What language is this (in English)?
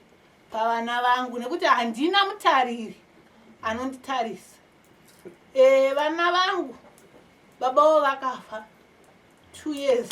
Shona